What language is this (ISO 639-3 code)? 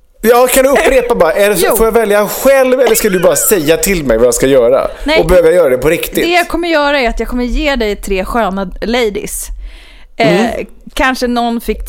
swe